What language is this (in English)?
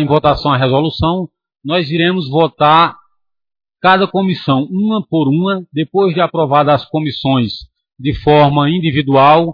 Portuguese